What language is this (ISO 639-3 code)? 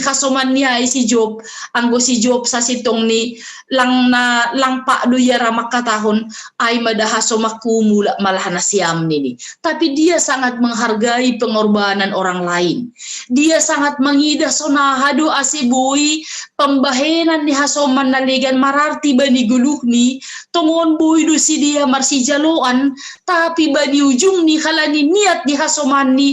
bts